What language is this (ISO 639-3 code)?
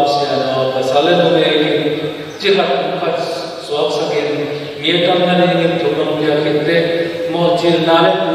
ctd